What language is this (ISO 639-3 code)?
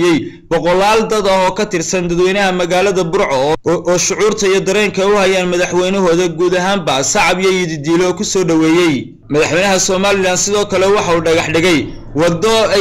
som